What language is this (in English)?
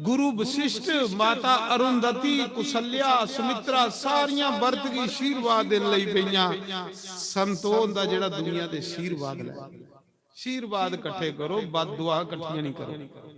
Dogri